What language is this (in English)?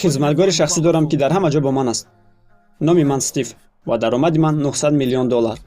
Tajik